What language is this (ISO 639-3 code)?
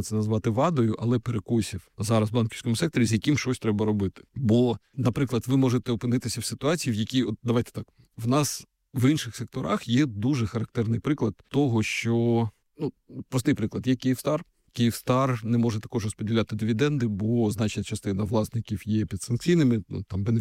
ukr